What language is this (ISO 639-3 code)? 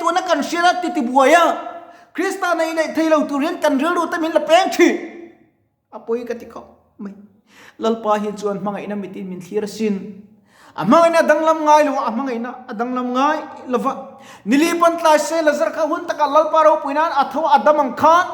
lus